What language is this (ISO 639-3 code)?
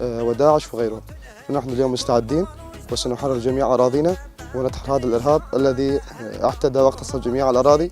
kur